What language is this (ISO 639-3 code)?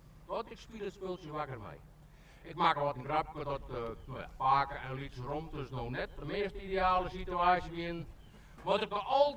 fry